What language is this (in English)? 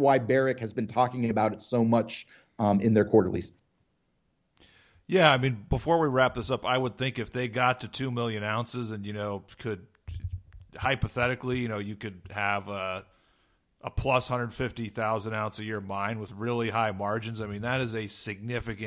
English